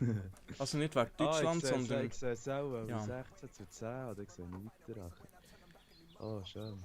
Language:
Swiss German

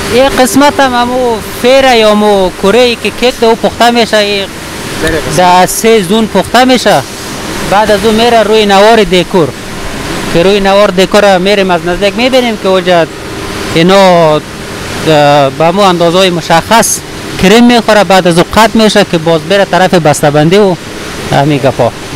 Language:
Persian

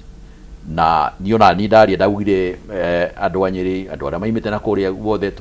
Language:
Kikuyu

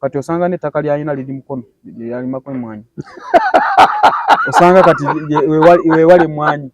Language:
Ganda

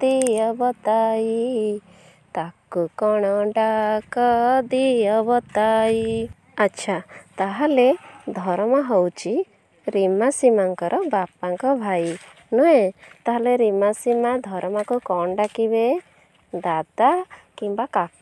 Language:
Odia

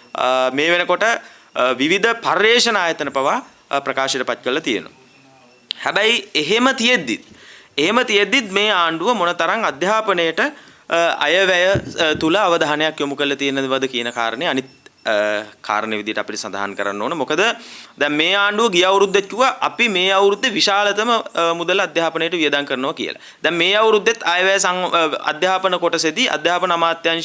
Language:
Sinhala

